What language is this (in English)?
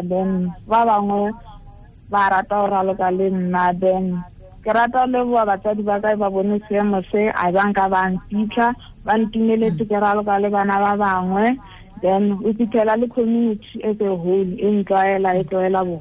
Tswana